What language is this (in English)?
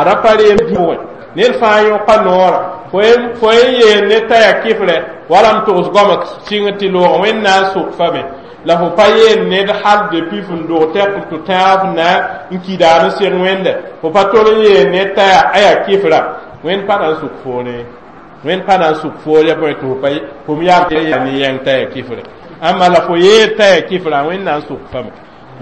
Mossi